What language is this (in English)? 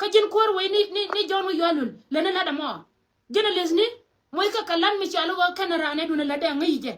Nuer